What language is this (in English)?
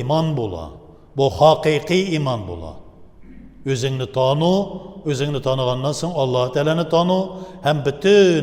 Tatar